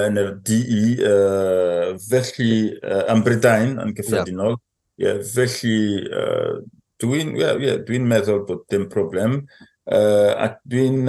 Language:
Welsh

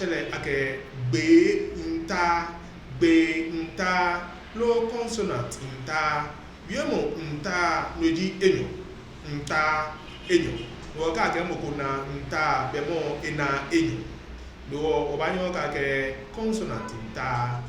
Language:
Ga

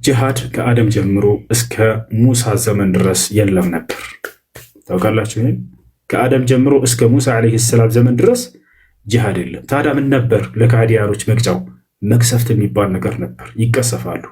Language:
Amharic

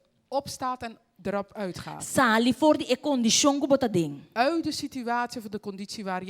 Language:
Papiamento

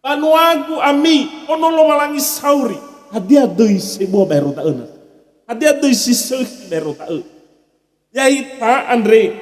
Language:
Nias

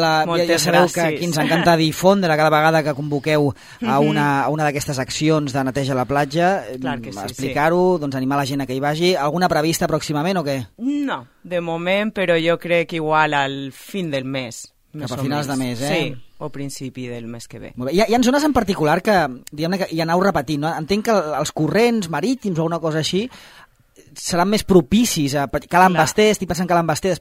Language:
Catalan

